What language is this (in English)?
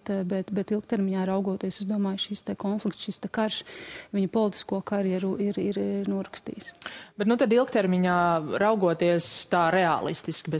Latvian